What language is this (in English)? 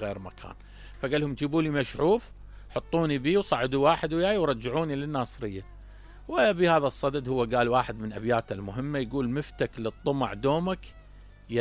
Mesopotamian Arabic